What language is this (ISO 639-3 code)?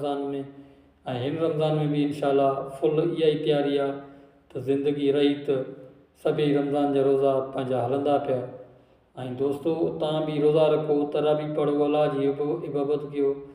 snd